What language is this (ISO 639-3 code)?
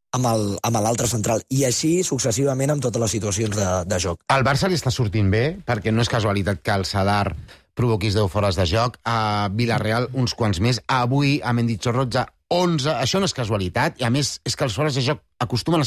cat